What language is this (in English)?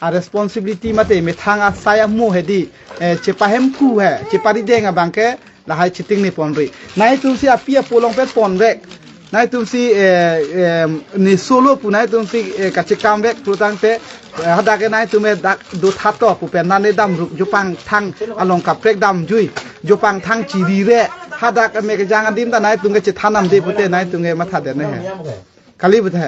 Karbi